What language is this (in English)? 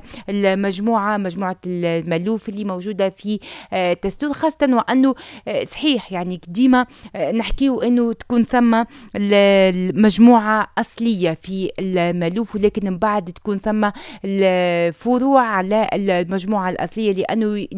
Tunisian Arabic